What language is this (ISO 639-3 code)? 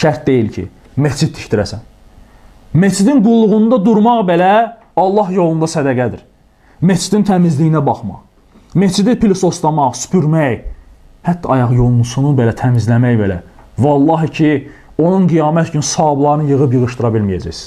aze